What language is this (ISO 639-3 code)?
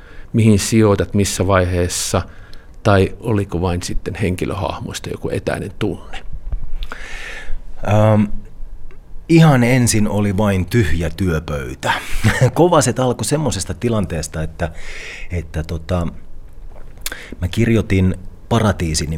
fin